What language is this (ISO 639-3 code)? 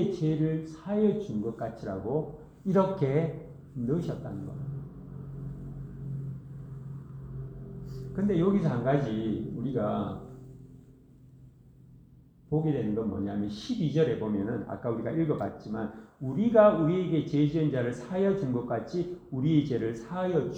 kor